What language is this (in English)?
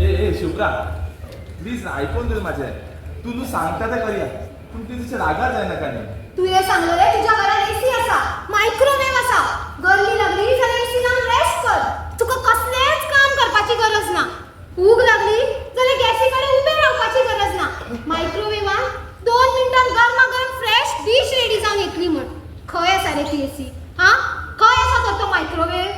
Konkani